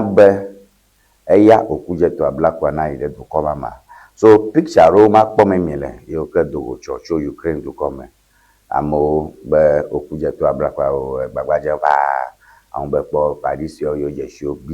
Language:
Ewe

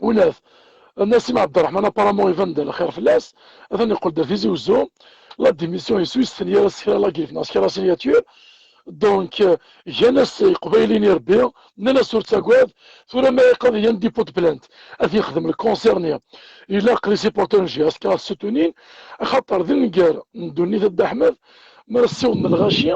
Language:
Kabyle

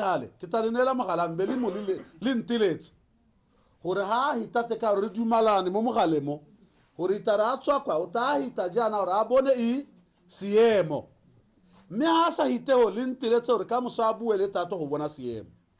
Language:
Tswana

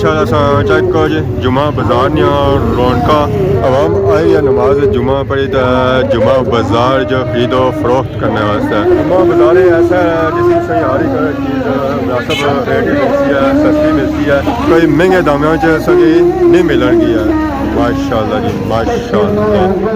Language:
Pahari-Potwari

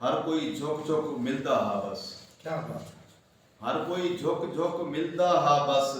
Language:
Saraiki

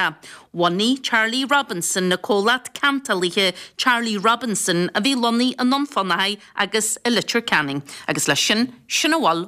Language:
Irish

